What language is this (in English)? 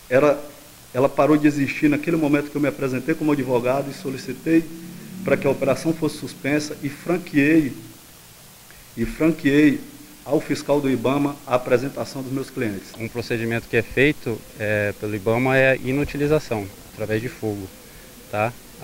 Portuguese